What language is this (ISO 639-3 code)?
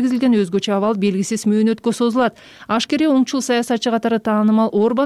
kir